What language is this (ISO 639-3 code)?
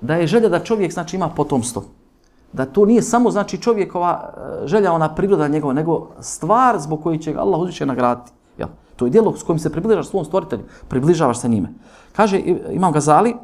bos